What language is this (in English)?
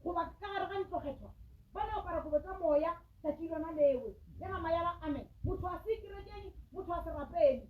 Northern Sotho